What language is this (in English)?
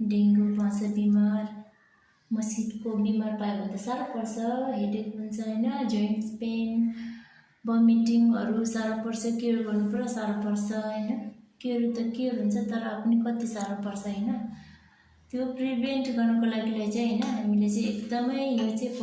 Nepali